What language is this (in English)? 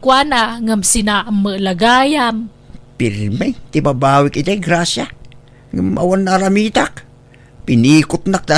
Iloko